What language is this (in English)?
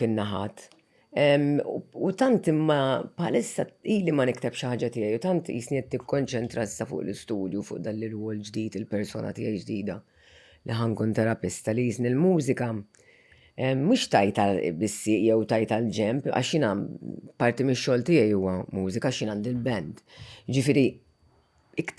Maltese